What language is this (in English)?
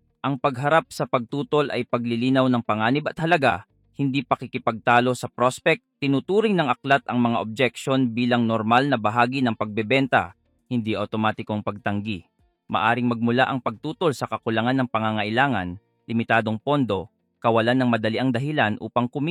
Filipino